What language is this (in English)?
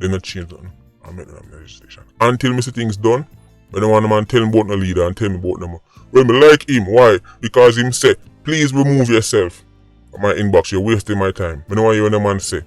Jamaican Creole English